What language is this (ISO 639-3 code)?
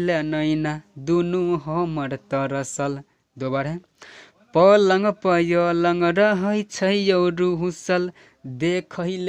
mai